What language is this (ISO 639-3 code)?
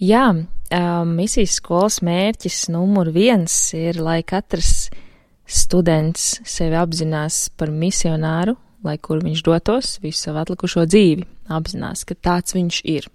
lav